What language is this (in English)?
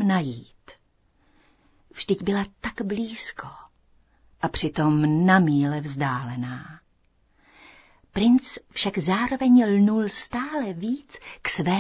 Czech